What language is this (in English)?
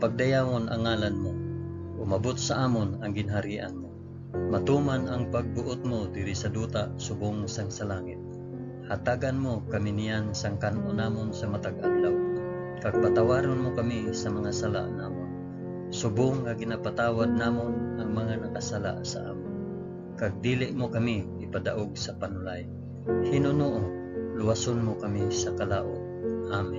Hiligaynon